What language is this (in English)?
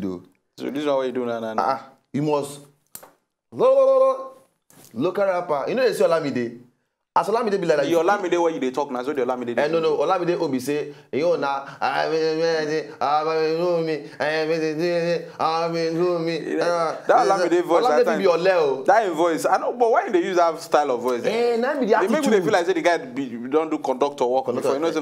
Nigerian Pidgin